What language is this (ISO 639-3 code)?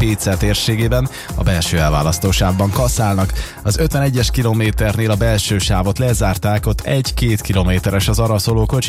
hun